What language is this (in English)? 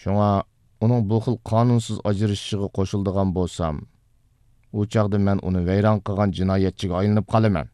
Uyghur